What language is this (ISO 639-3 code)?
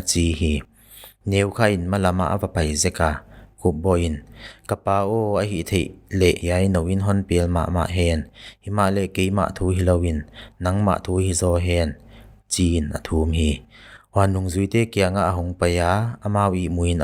pck